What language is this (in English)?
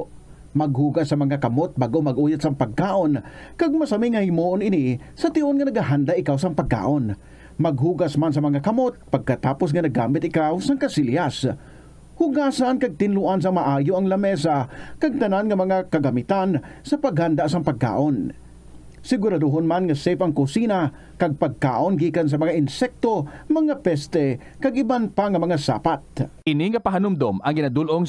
Hiligaynon